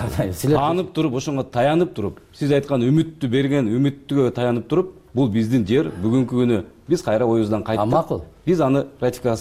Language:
Kyrgyz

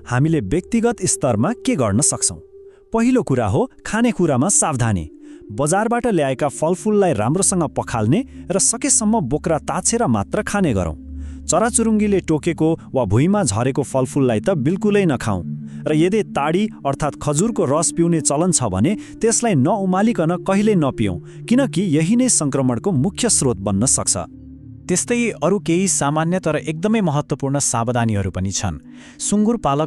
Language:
Nepali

